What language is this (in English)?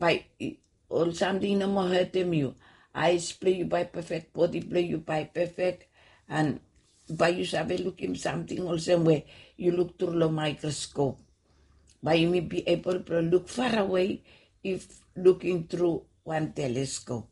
Bislama